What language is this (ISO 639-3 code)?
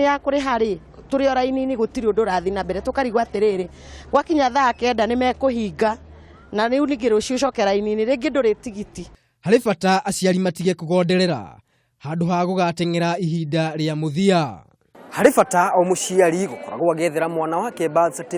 kik